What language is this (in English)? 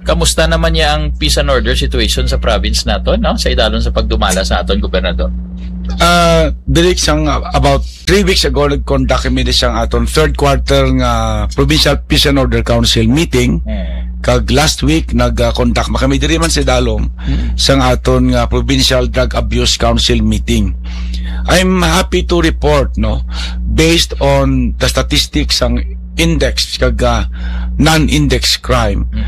Hiligaynon